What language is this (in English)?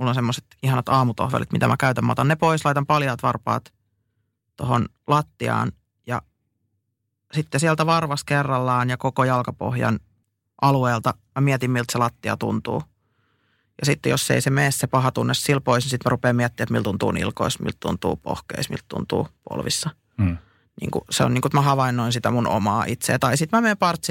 Finnish